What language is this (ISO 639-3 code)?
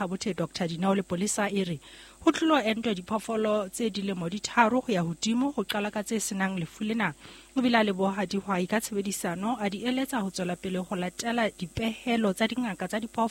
sot